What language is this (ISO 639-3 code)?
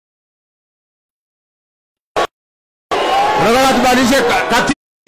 swa